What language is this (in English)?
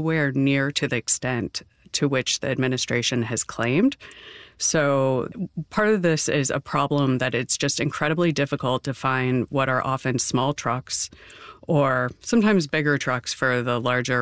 English